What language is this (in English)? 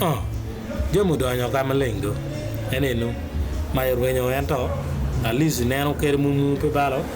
Acoli